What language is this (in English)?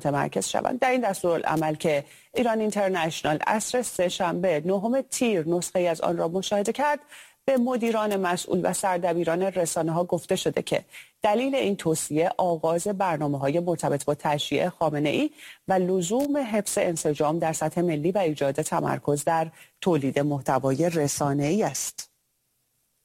Persian